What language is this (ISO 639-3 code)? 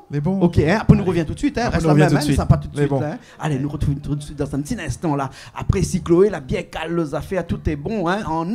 rcf